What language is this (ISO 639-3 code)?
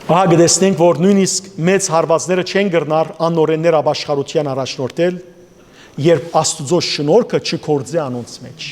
hyw